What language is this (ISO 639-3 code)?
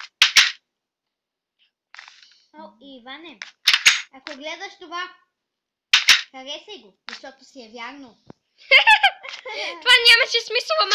bul